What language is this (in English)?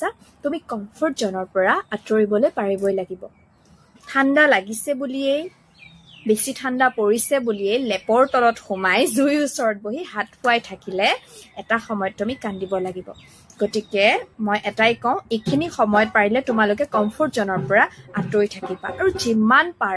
Assamese